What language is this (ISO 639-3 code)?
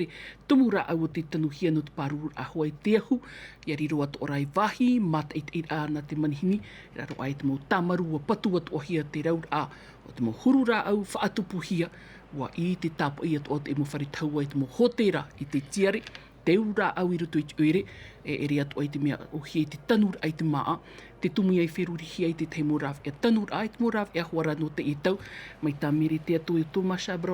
tah